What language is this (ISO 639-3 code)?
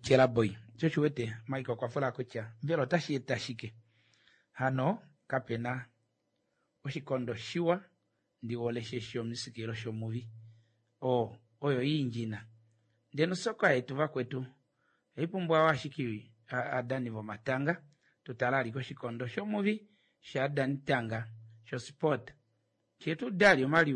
kua